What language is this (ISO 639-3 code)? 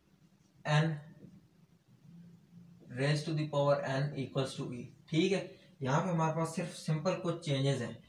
hin